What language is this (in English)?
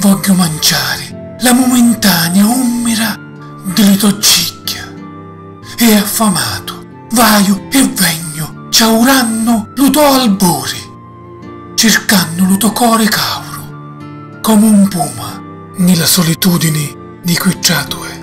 Sicilian